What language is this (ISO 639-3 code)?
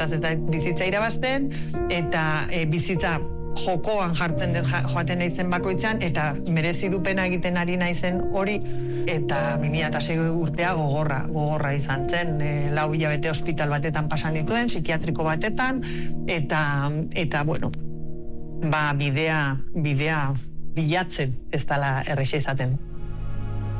eus